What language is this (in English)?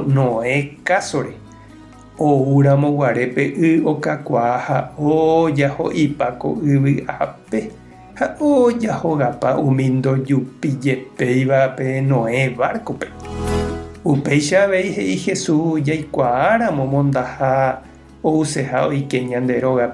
Guarani